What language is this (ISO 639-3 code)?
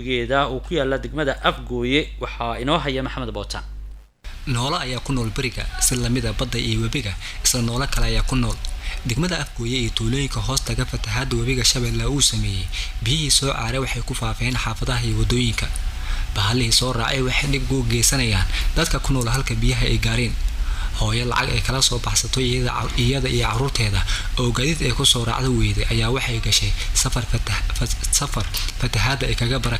som